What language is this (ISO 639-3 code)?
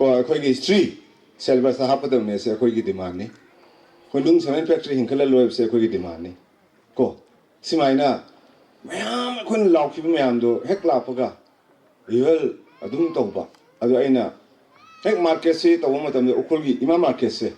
mni